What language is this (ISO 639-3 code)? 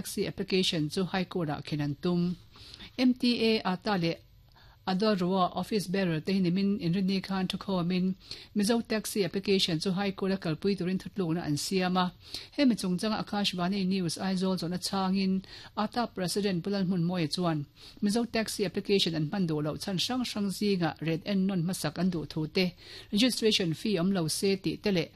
lus